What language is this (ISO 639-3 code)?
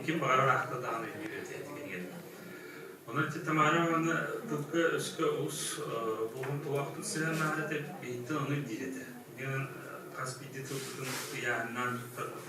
sah